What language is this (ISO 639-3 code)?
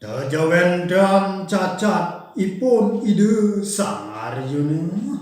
ban